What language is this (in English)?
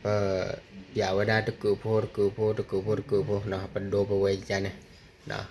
S'gaw Karen